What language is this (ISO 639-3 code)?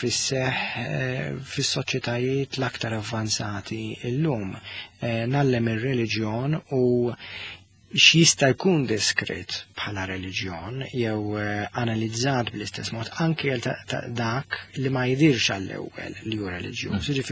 mlt